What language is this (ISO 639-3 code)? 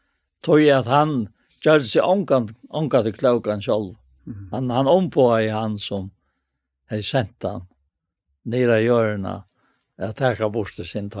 fao